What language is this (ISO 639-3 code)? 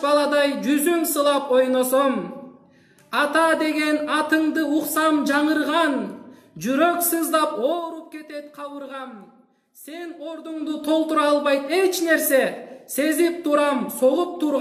kir